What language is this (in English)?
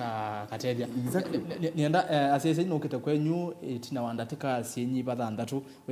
Kamba